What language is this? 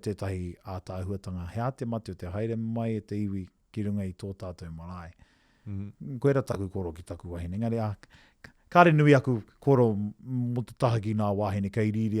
Māori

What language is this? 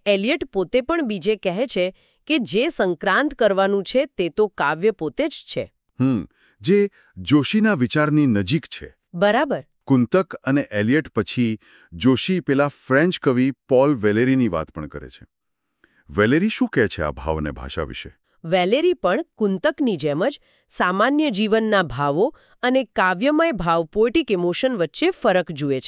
Gujarati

